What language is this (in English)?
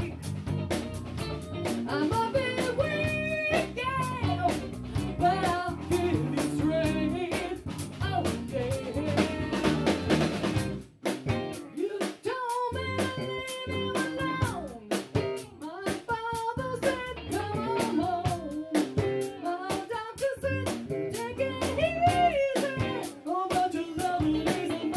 English